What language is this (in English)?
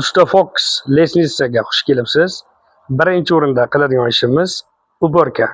Uzbek